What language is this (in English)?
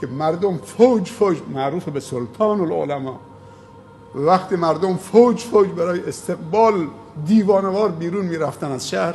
Persian